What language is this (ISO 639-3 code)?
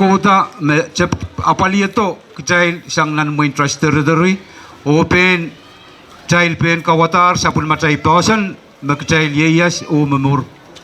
pon